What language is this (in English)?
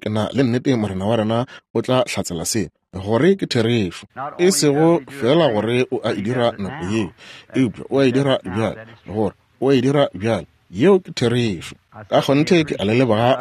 Northern Sotho